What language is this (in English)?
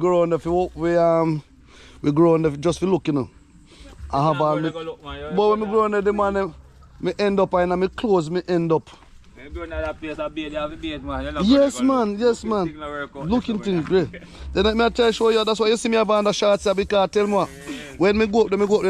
Jamaican Creole English